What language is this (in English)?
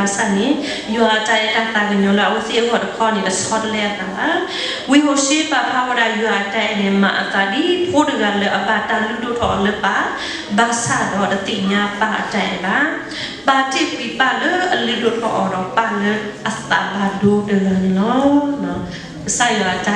S'gaw Karen